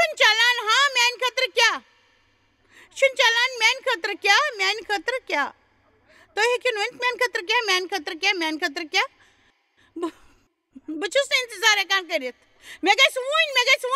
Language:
Kashmiri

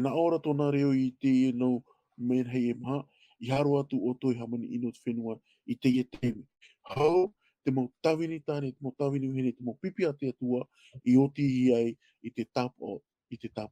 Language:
Tahitian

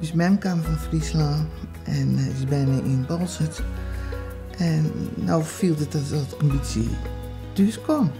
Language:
Western Frisian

